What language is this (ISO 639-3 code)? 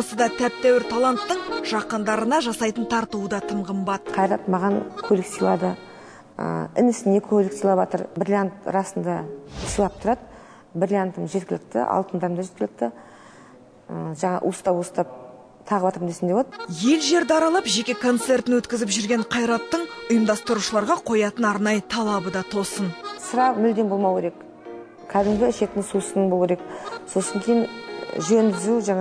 kaz